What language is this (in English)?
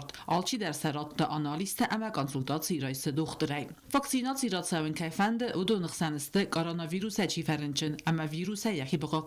Ossetic